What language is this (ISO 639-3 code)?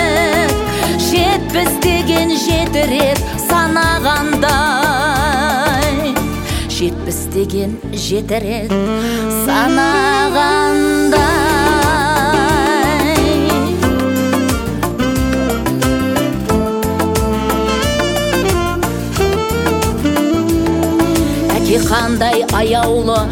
kaz